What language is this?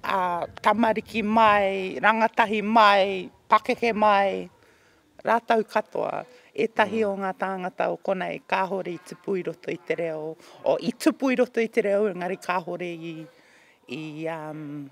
Māori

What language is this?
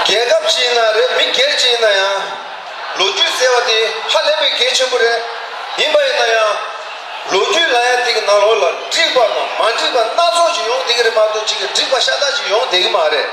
Tibetan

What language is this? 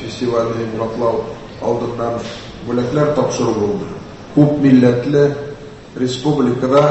Tatar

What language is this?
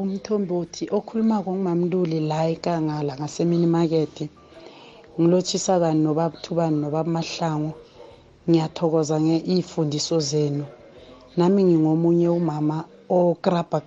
South Ndebele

